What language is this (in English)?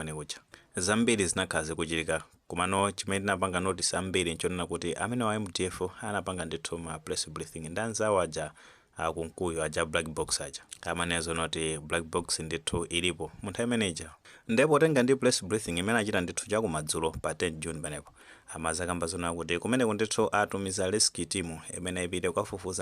Nyanja